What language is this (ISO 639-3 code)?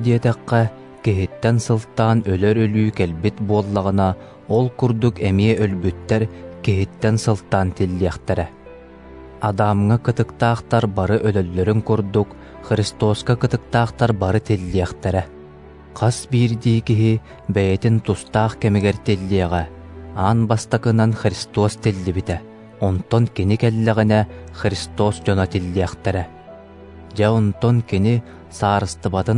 sah